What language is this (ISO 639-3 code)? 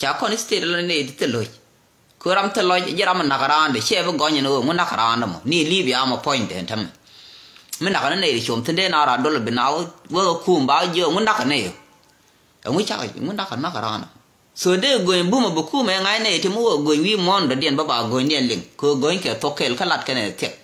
nus